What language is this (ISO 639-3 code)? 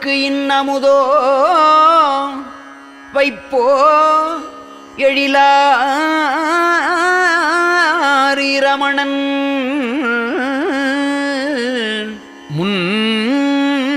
tam